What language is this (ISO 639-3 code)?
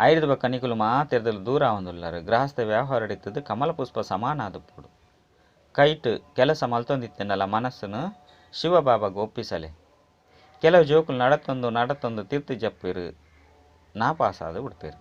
tcy